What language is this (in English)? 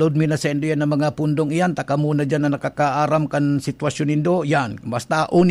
Bikol